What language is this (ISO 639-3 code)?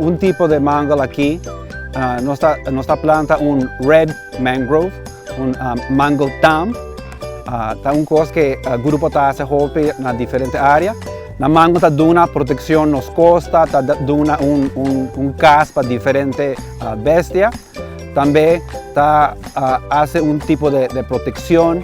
pap